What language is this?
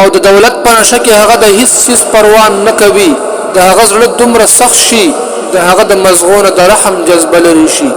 Pashto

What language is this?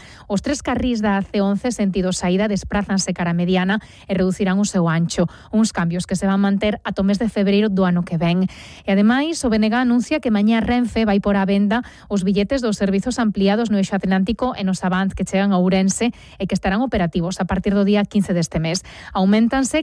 Galician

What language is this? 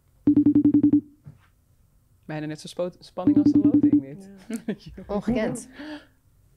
Dutch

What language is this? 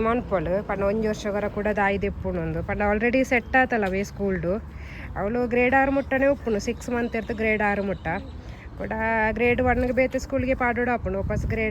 Tulu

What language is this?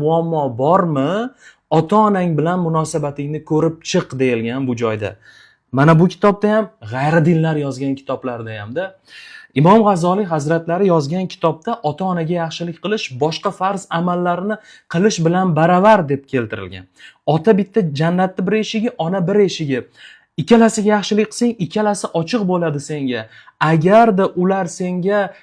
Uzbek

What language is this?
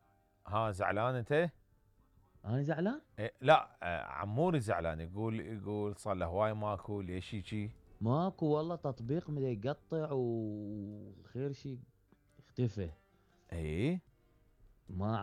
Mesopotamian Arabic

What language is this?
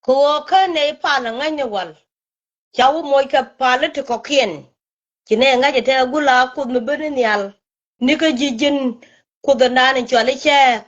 Nuer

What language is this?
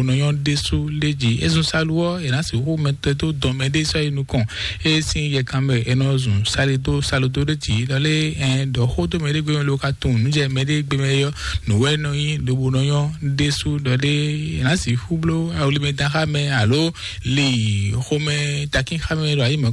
Fon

